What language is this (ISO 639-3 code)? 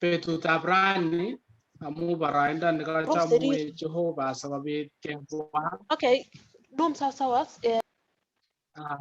kln